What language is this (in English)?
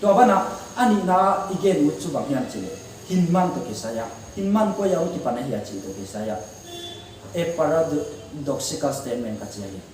Paite Chin